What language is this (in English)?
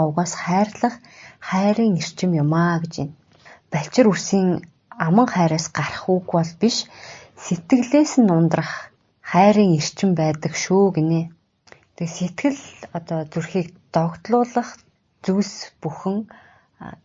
Mongolian